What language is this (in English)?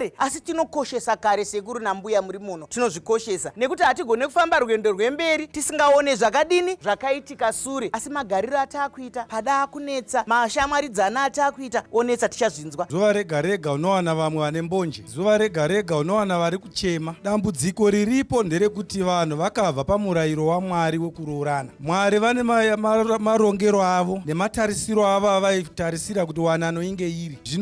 Shona